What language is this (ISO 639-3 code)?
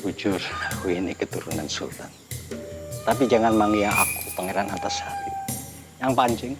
bjn